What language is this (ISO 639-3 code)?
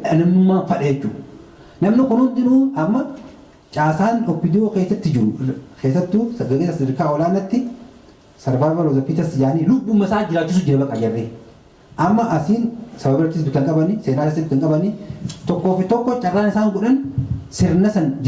orm